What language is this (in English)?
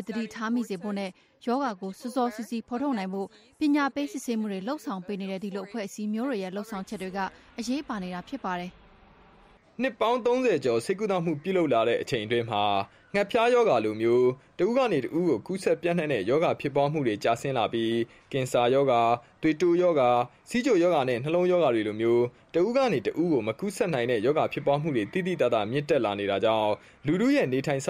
Burmese